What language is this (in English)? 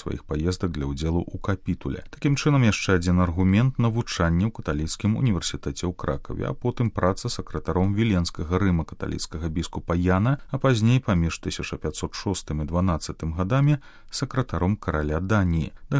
Belarusian